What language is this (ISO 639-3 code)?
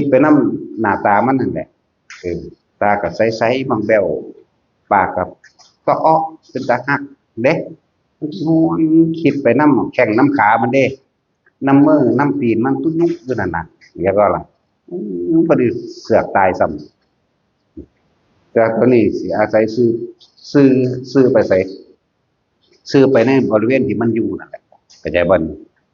tts